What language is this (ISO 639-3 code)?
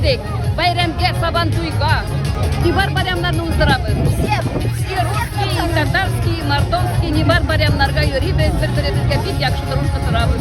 tat